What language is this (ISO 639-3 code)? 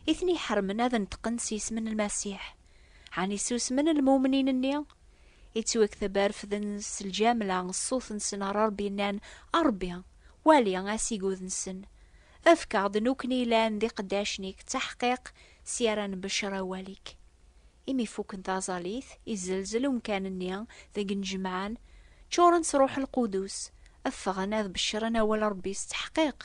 kab